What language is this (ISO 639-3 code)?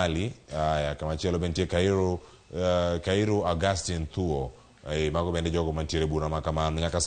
luo